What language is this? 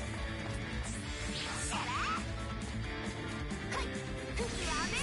Japanese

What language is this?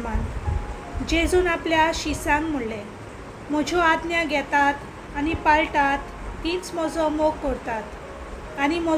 Konkani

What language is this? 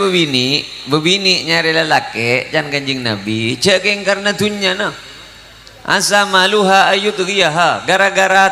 Madurese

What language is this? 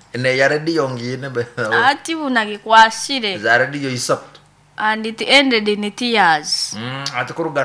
Nyankole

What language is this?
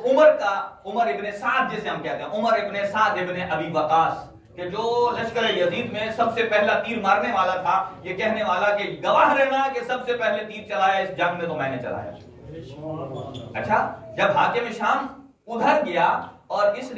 Urdu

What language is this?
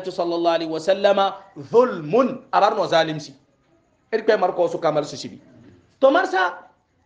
Hausa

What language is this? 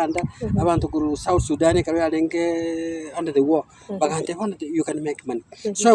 Gusii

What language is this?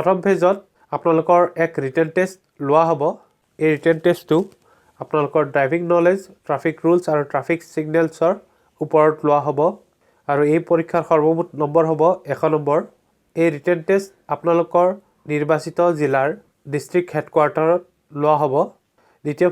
Assamese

